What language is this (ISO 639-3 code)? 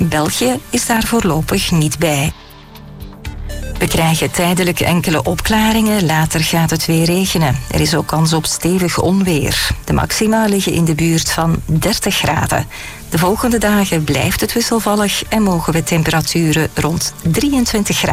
nld